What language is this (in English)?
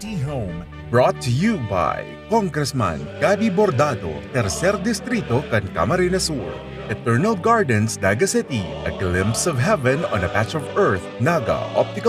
Bikol